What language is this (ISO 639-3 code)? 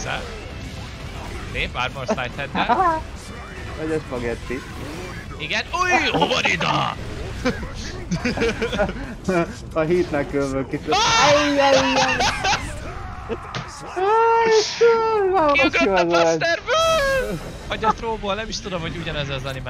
hun